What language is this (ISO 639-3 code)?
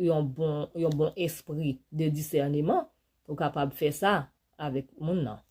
hat